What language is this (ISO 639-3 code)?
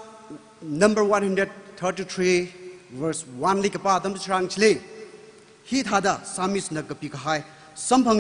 nmf